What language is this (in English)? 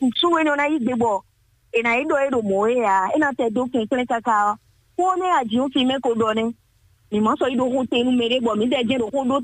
Fon